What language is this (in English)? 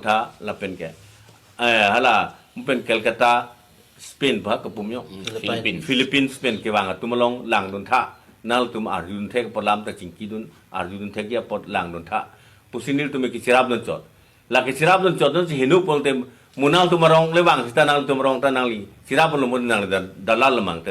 Karbi